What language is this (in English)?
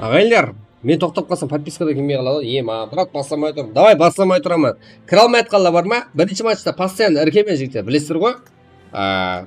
Kara-Kalpak